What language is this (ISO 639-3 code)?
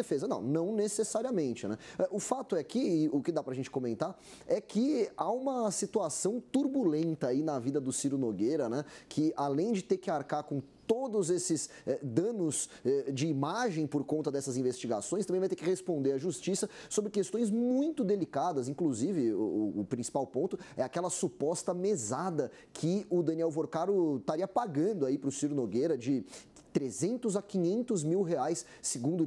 por